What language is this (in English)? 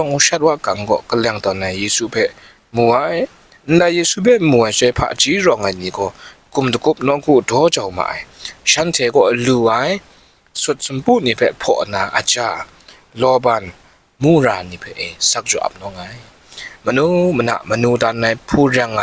Kachin